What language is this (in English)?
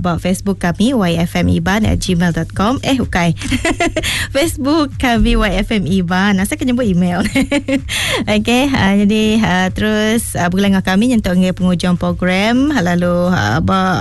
Iban